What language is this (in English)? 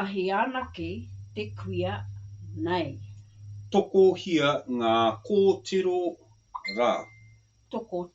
Māori